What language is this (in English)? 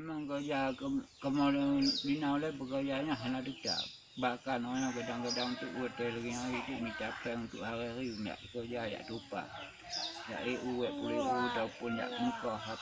Achinese